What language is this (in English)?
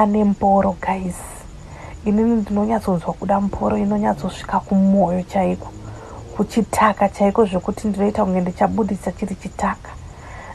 Shona